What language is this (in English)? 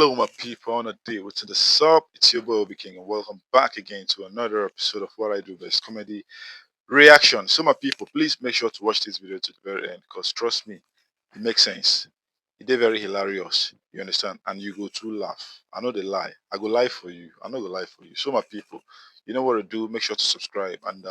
Nigerian Pidgin